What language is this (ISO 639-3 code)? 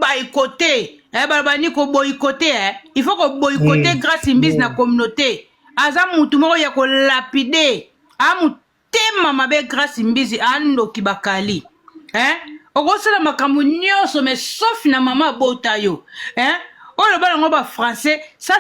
lin